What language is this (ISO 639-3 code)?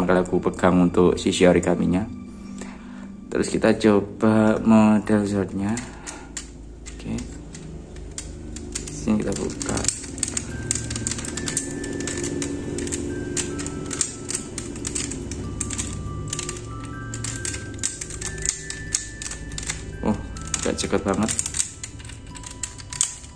ind